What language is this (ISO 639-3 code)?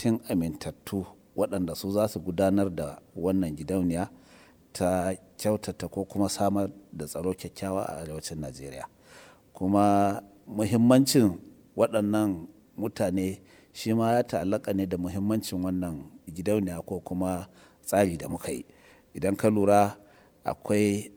hau